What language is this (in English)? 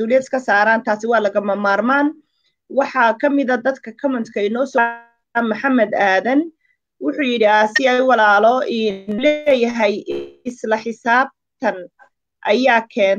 Somali